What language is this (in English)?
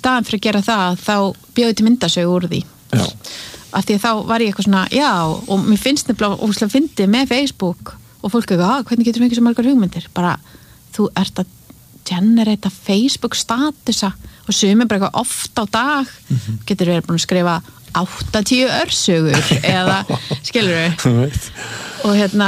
Icelandic